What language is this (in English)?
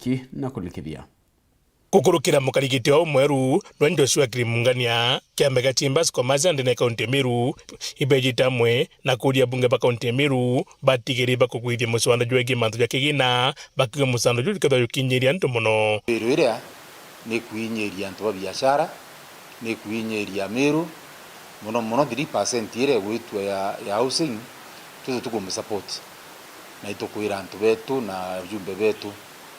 Meru